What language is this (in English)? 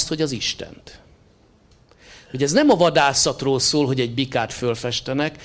Hungarian